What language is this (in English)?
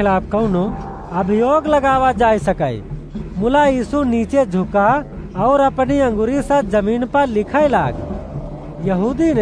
Awadhi